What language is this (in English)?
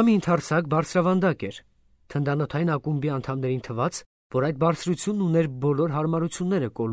Armenian